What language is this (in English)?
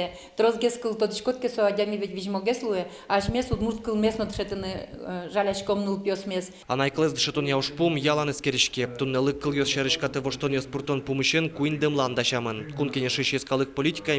Udmurt